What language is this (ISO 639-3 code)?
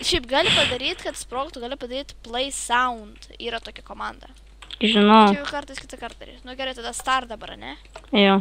lit